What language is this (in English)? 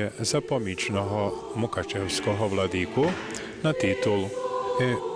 Rusyn